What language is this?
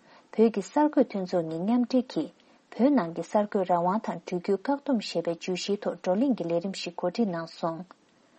Tibetan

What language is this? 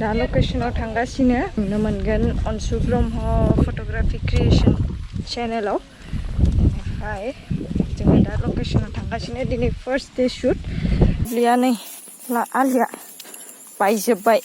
Bodo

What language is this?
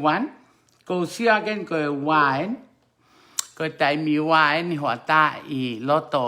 Tongan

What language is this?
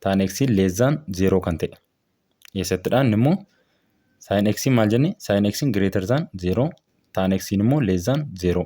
Oromo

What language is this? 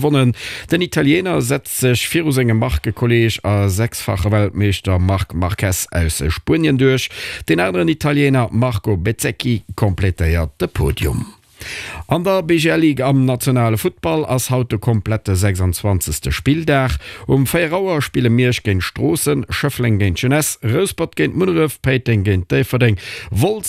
Luxembourgish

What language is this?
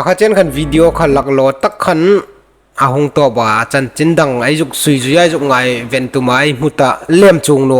Hmar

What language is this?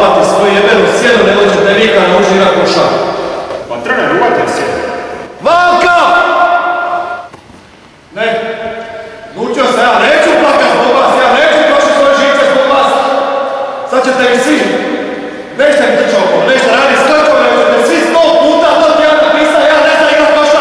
Croatian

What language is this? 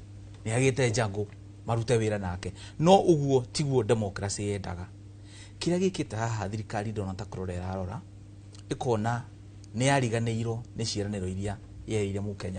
Kikuyu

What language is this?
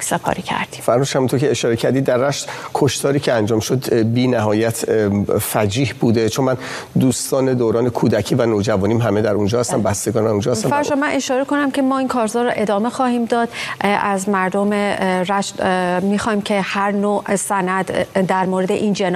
Persian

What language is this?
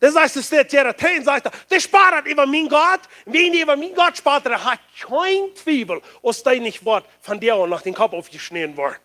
Plautdietsch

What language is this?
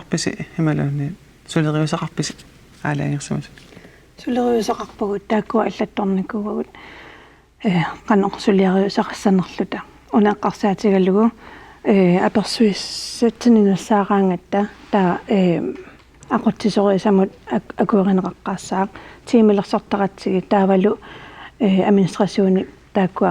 Kalaallisut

